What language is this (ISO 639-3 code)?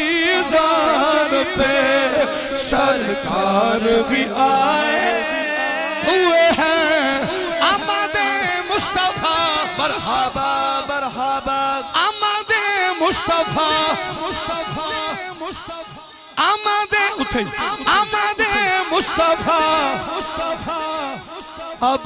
urd